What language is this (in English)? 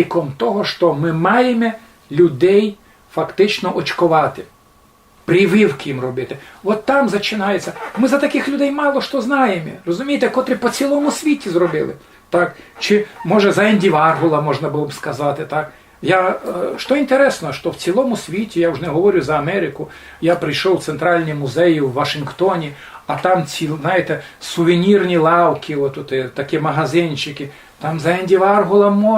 Rusyn